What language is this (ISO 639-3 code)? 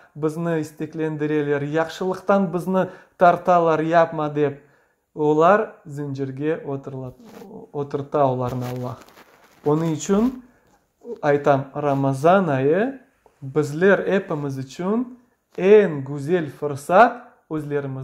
crh